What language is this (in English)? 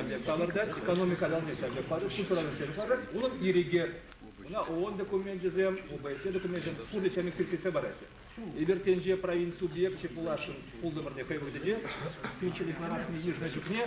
Chuvash